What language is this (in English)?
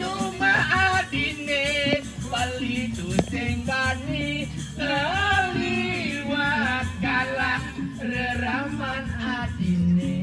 Balinese